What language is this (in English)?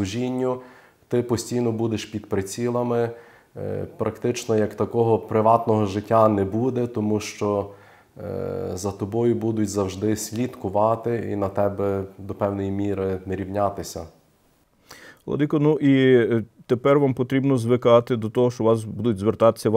Ukrainian